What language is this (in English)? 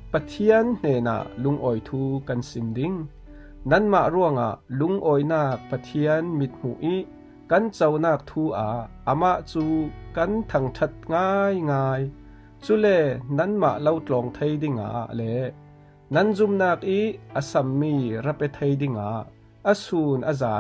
Falam Chin